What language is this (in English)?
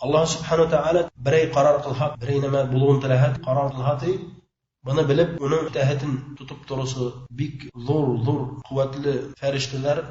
Bashkir